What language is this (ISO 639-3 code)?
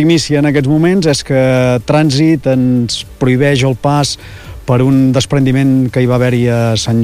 cat